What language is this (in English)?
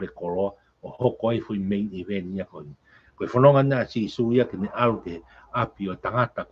Tongan